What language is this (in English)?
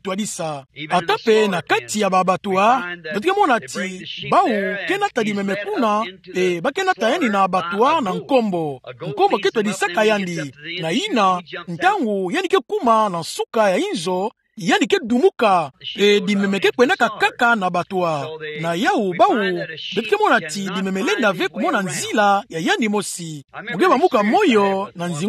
Kituba (Democratic Republic of Congo)